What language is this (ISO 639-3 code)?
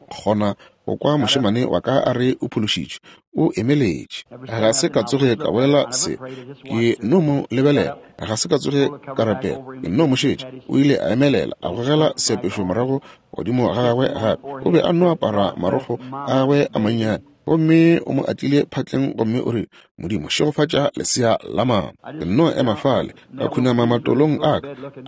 nso